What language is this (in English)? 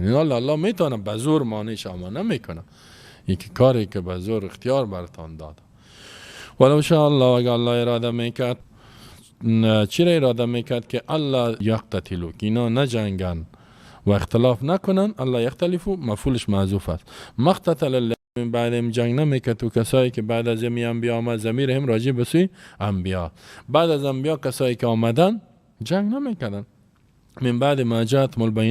Persian